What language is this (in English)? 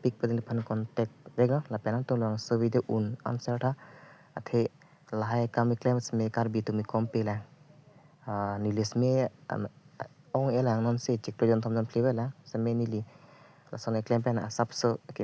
Karbi